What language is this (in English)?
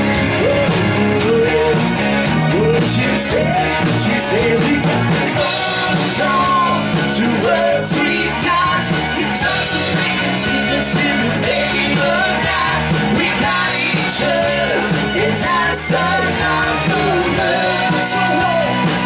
English